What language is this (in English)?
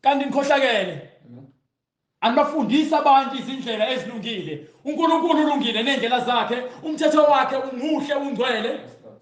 Zulu